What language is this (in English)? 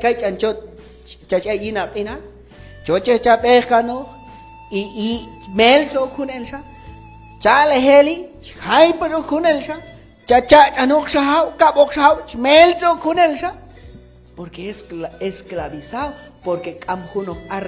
Q'anjob'al